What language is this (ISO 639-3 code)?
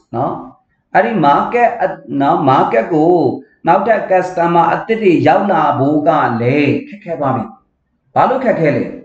mya